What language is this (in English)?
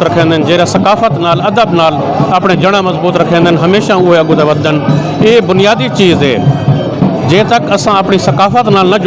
Saraiki